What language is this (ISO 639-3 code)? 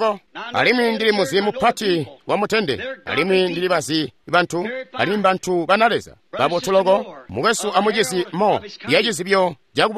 toi